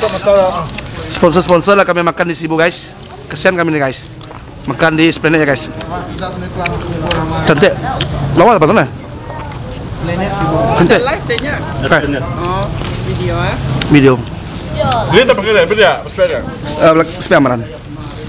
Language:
Malay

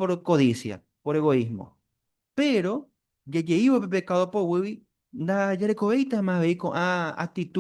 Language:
Guarani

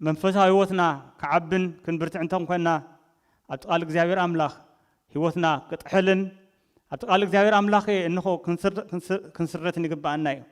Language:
Tigrinya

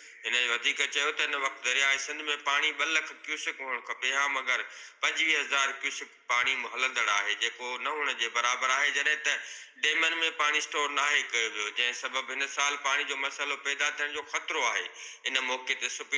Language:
Sindhi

